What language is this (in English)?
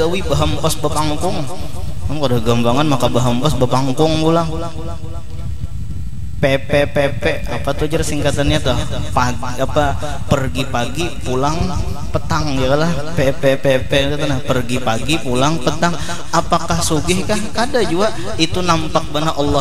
Banjar